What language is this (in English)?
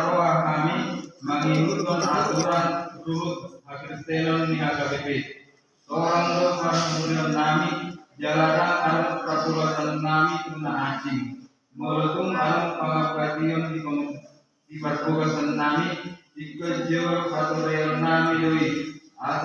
Batak Toba